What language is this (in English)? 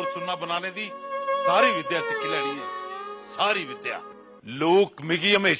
Dogri